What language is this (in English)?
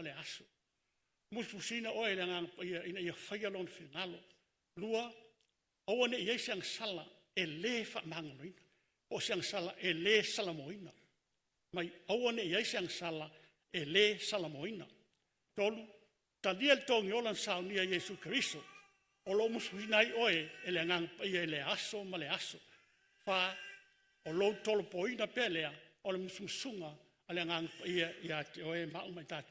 Samoan